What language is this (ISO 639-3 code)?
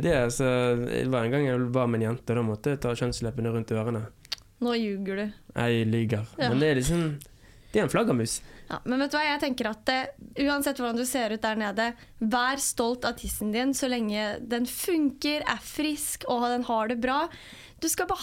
nor